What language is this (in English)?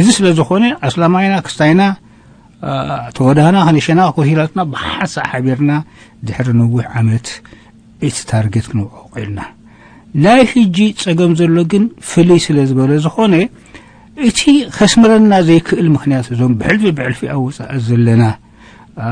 Tigrinya